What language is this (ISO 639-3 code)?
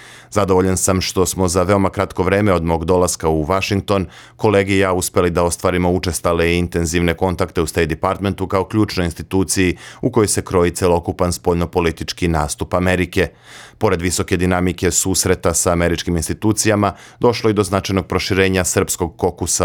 srp